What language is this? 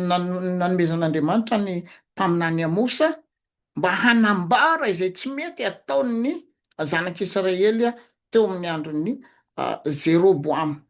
Malagasy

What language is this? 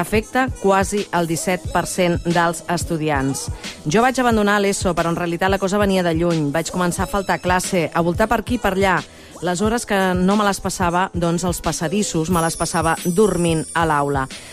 Catalan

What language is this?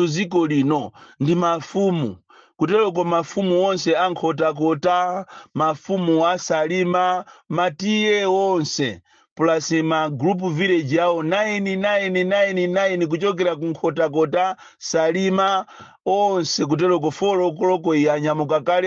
Nyanja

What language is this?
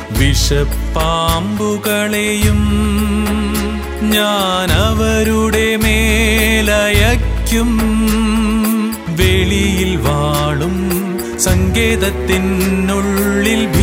Malayalam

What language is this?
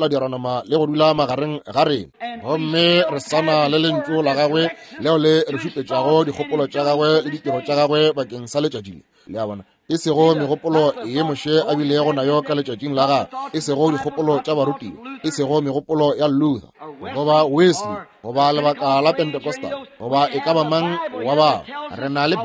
Northern Sotho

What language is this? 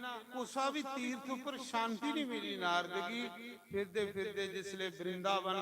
Dogri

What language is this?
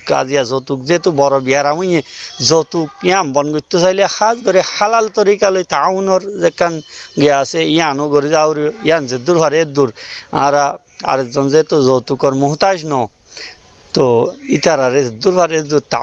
Rohingya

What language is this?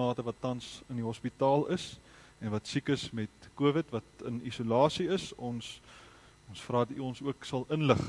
Afrikaans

